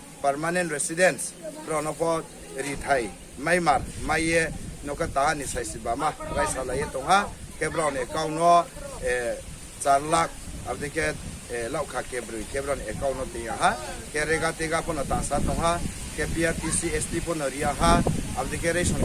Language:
Riang (India)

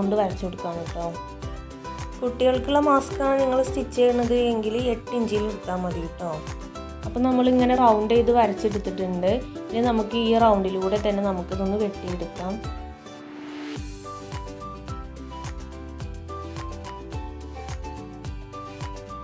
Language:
Malayalam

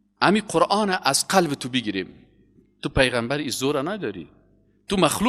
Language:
Persian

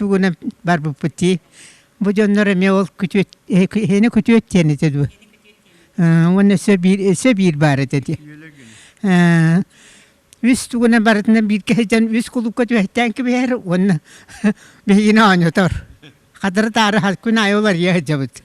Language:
Yakut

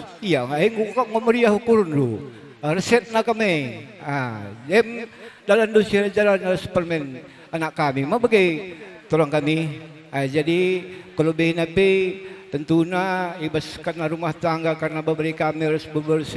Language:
Batak Karo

